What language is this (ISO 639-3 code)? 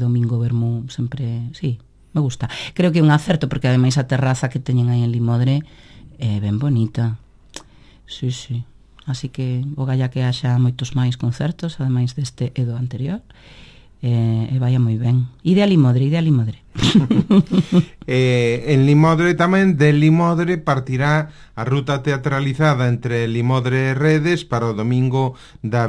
glg